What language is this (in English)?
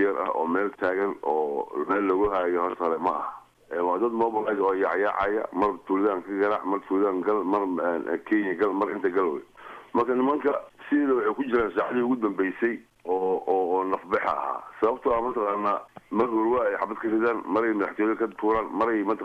Somali